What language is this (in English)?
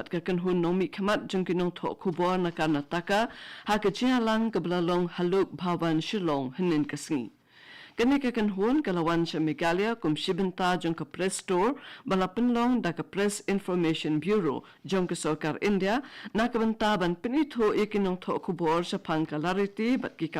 Khasi